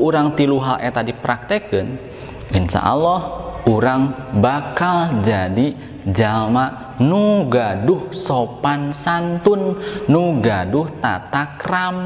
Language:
Sundanese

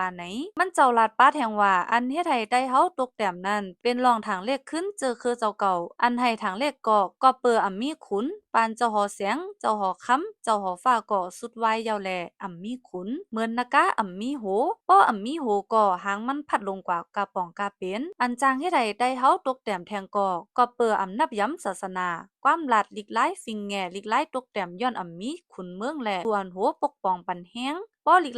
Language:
Shan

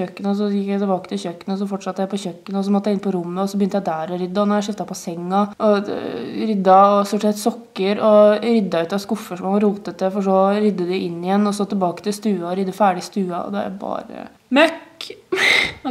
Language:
Norwegian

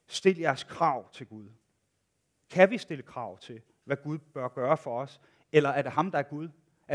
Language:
Danish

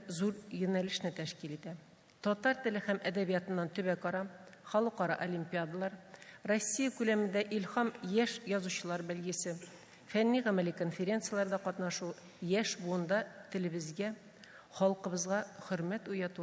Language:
Tatar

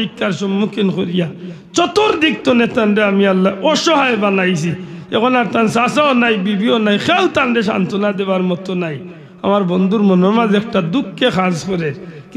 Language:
Sylheti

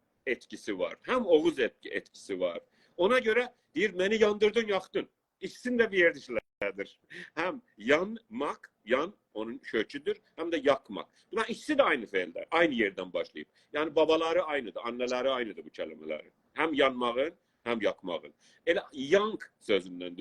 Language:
South Azerbaijani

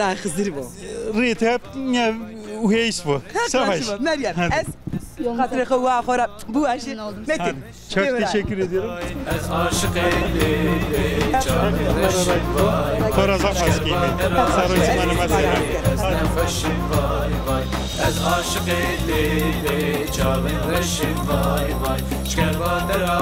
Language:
Zaza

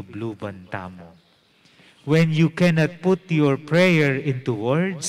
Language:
Pampanga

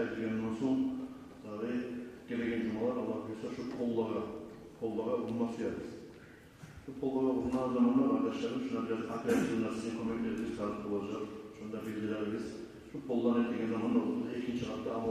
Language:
Kumyk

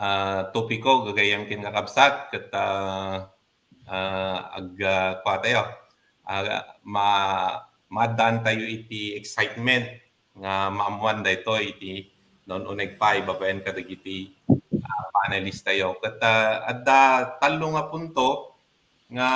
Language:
Iloko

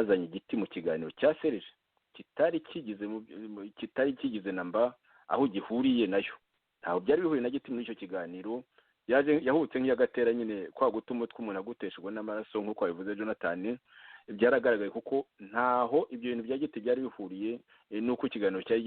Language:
Kinyarwanda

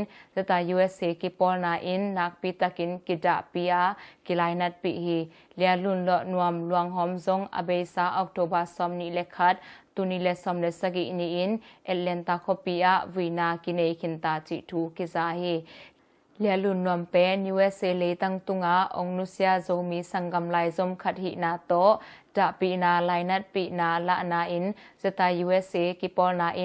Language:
Tedim Chin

